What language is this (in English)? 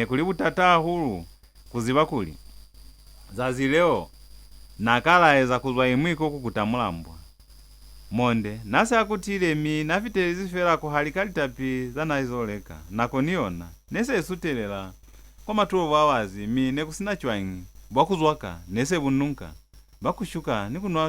Lozi